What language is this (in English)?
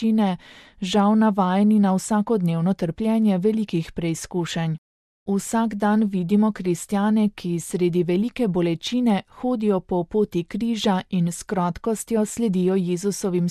Slovenian